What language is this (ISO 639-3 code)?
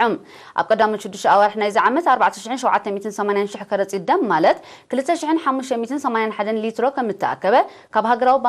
tir